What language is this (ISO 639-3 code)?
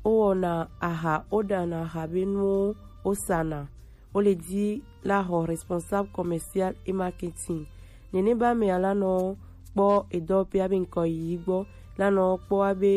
gej